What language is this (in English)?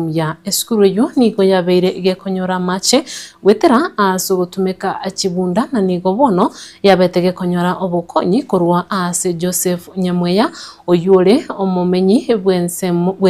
Gusii